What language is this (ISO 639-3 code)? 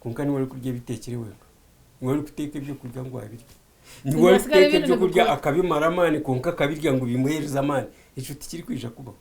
nyn